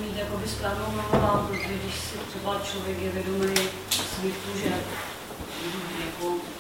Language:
Czech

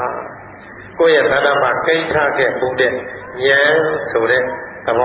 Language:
Burmese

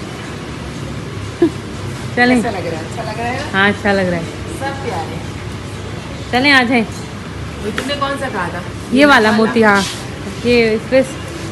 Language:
Hindi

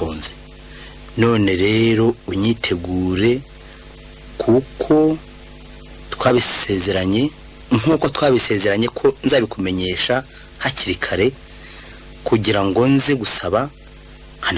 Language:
Kinyarwanda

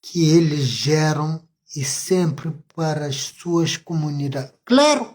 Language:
Kabuverdianu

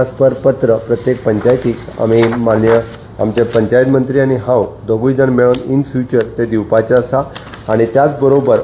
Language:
Konkani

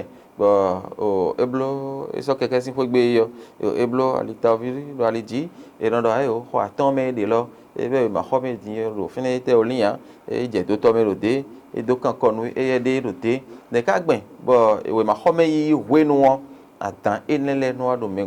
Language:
Fon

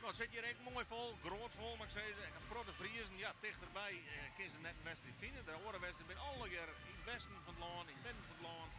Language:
Western Frisian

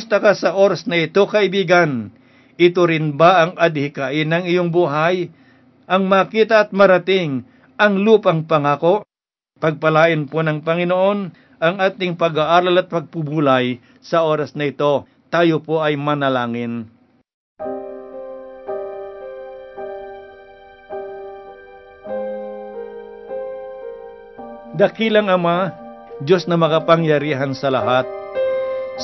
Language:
Filipino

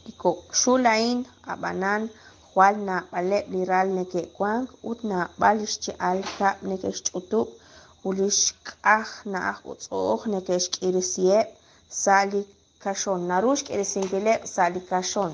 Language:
Kekchí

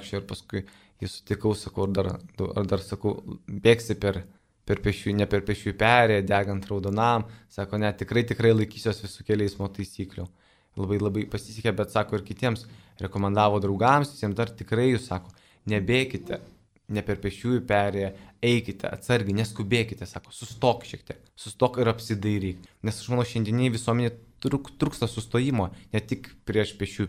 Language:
Lithuanian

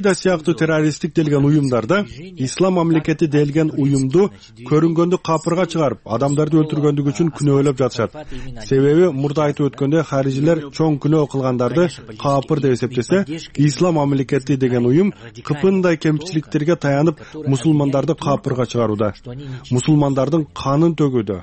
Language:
Kyrgyz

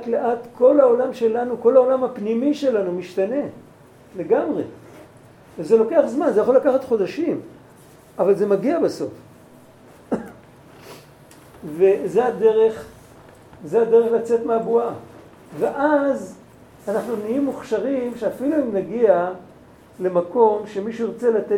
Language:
Hebrew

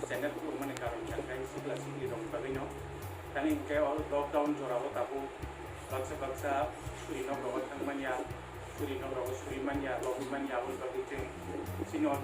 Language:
Kok Borok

